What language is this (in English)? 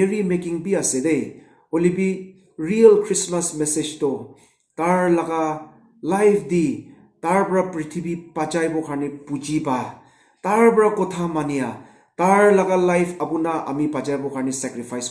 Naga Pidgin